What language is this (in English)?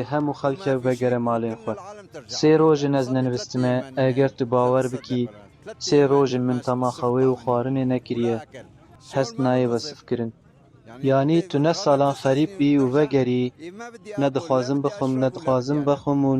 Kurdish